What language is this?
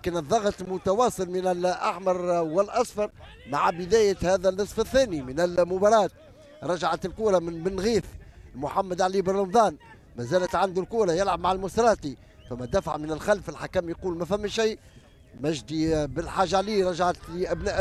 Tunisian Arabic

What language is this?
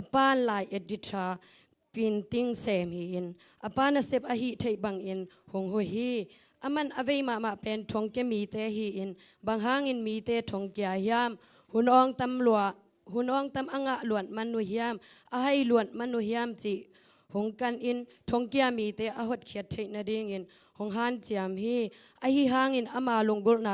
Tedim Chin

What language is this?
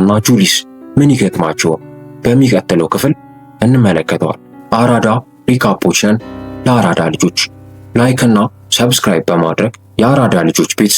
Amharic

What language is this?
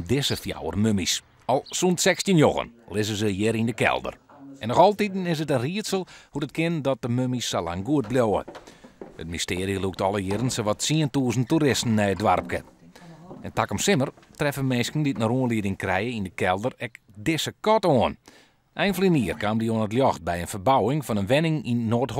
Western Frisian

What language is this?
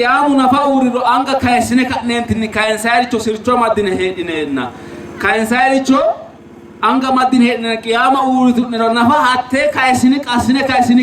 Sidamo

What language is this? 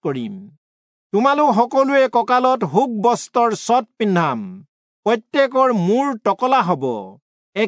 Assamese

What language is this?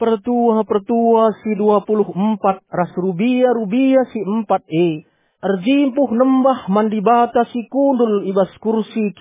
Batak Karo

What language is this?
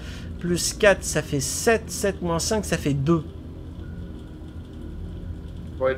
French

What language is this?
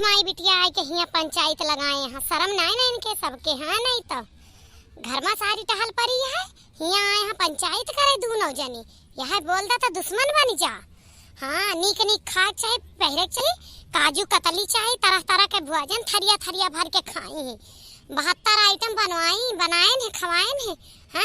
Awadhi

